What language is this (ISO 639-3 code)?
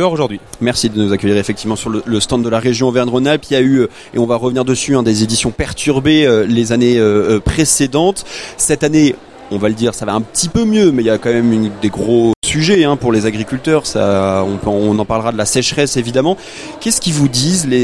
fra